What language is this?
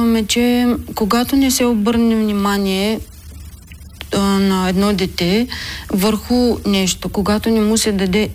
Bulgarian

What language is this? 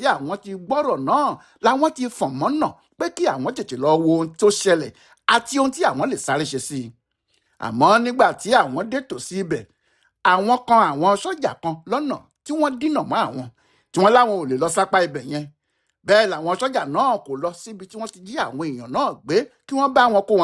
Yoruba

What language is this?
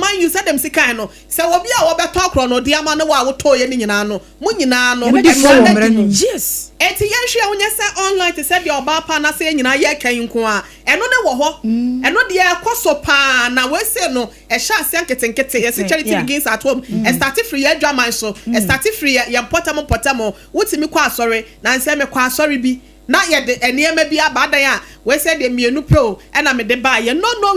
Akan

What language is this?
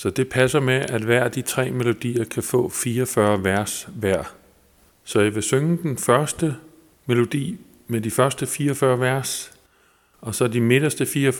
Danish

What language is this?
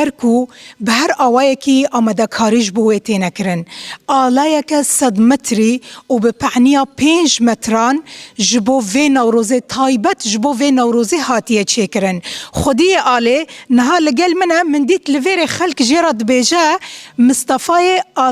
Kurdish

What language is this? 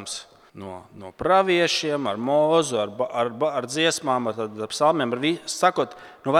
Latvian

